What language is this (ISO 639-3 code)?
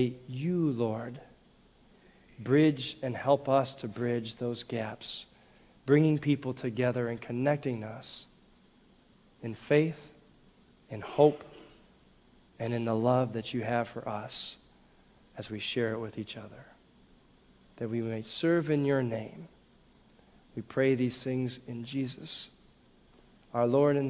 eng